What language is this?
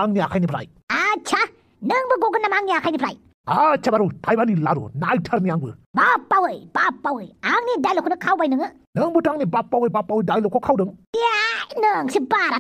Bodo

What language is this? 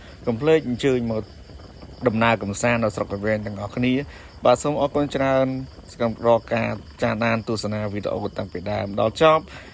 Khmer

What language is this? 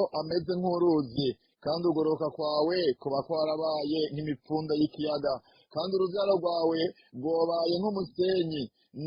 Rundi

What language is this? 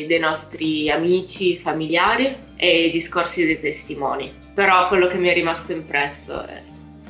Italian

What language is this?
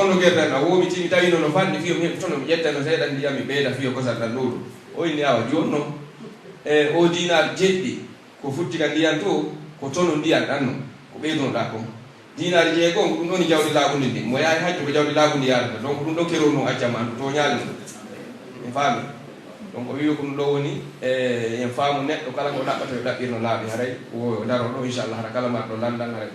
Pular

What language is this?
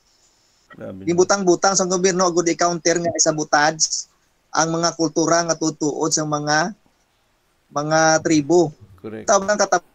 Hiligaynon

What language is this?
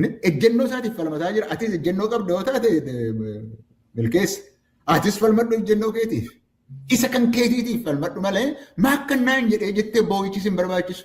Oromo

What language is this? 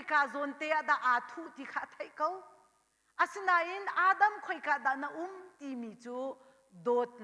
Hakha Chin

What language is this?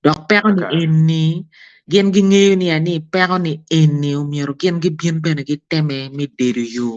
Acoli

